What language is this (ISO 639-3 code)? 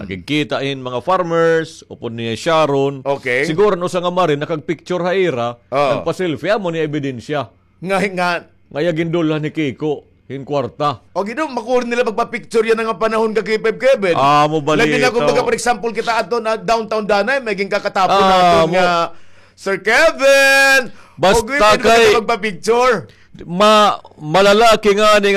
war